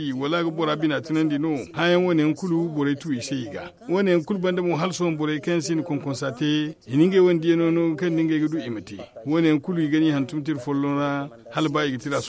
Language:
Zarma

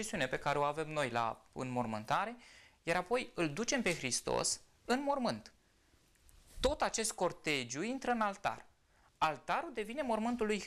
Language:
Romanian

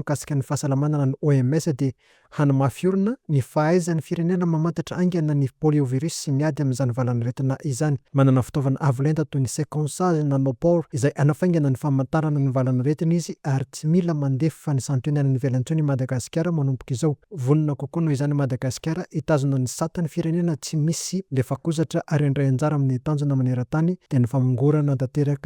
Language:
Malagasy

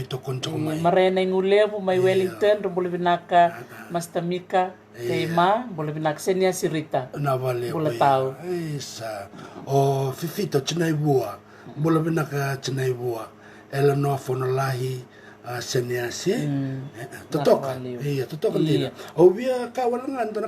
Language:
Fijian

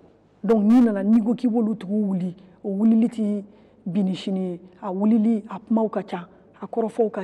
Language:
Bambara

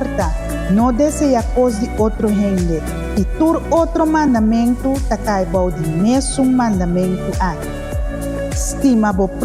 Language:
Papiamento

